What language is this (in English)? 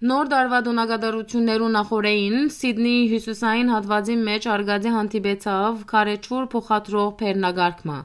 Western Armenian